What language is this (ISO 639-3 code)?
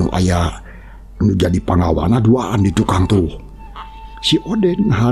sun